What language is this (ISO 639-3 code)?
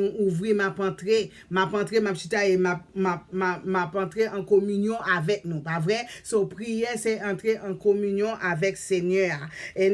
hat